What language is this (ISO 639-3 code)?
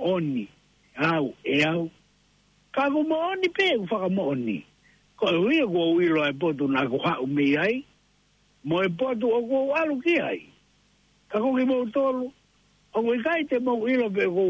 ton